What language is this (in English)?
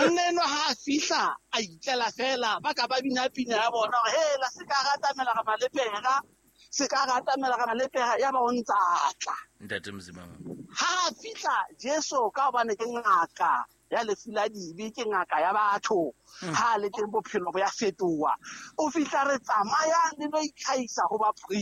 Southern Sotho